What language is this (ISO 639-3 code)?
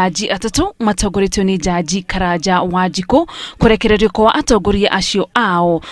kik